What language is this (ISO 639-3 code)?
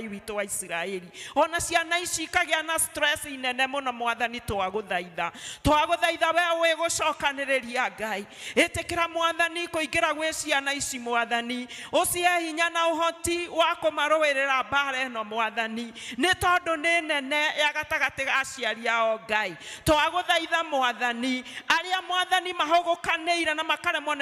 kik